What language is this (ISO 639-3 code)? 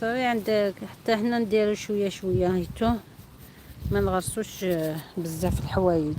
arq